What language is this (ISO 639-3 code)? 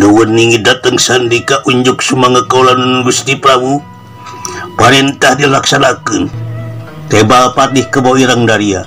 sun